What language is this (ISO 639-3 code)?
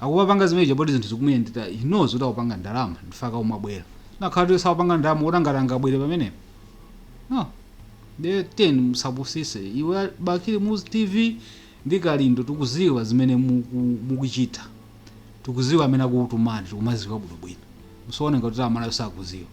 nya